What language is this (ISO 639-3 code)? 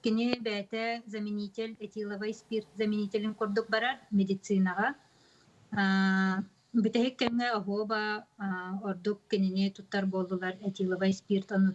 sah